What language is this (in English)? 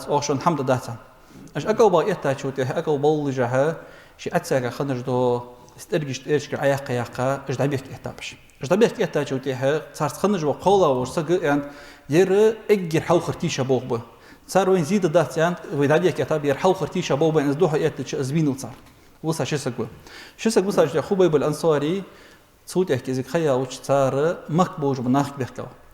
Ingush